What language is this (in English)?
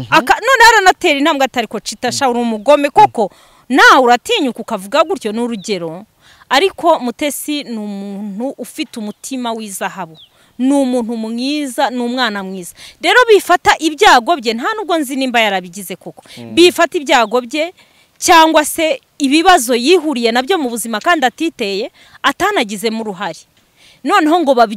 Kinyarwanda